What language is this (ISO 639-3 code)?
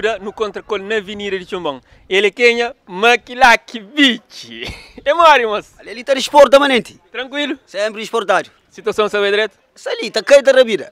kea